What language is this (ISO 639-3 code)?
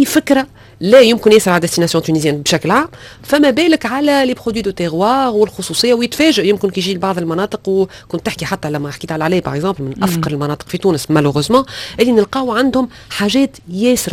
aeb